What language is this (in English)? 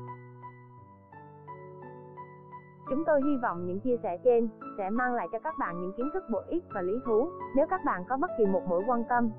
Vietnamese